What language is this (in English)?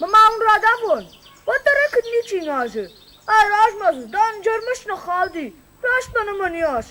Ossetic